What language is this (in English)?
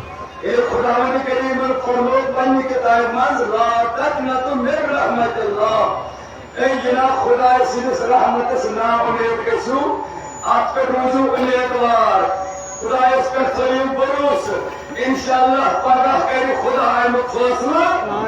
Kashmiri